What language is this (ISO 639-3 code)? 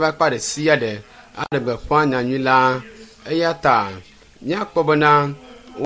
ewe